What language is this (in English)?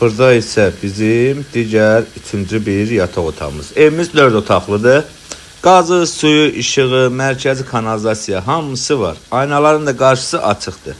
Azerbaijani